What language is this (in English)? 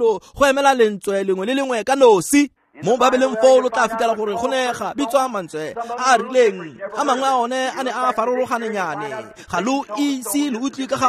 Tswana